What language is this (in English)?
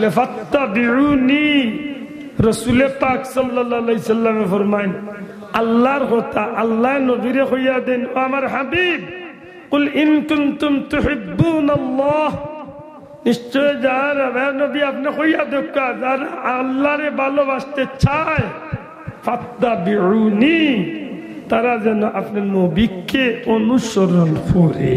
Sylheti